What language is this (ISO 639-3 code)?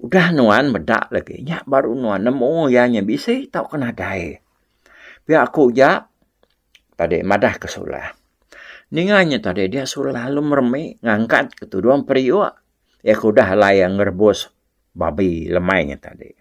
iba